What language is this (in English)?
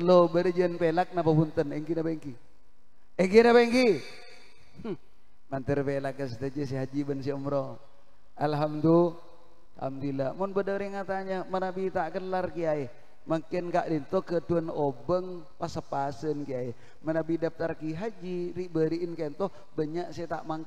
Madurese